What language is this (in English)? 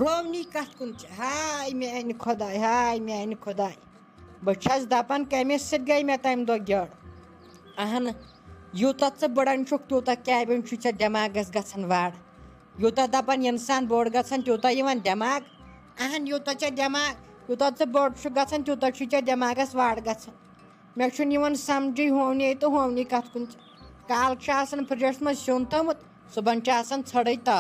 Kashmiri